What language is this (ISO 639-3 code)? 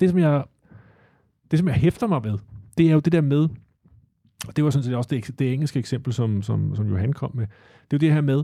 dan